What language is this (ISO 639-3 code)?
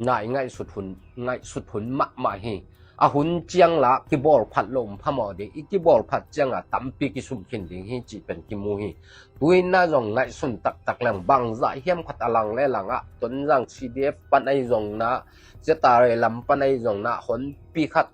ctd